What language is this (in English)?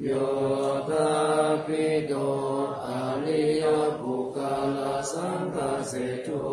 Pali